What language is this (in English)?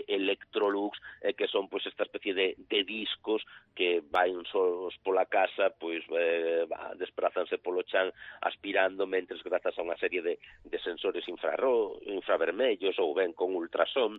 Galician